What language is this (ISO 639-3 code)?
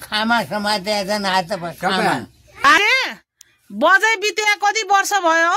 nep